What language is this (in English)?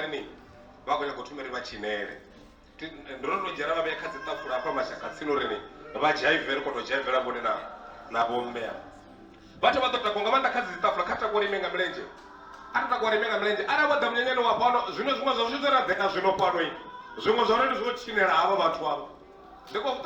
Venda